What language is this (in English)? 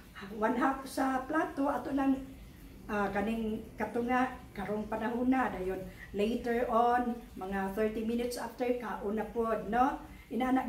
Cebuano